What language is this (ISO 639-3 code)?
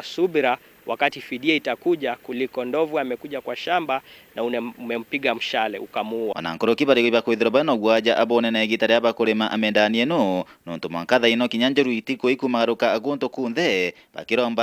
mer